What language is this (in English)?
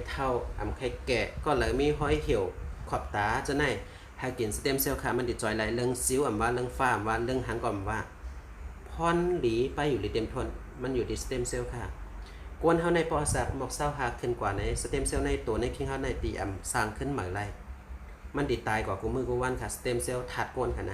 Shan